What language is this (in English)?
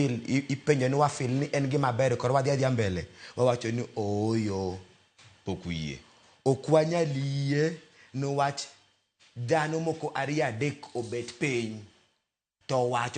Luo (Kenya and Tanzania)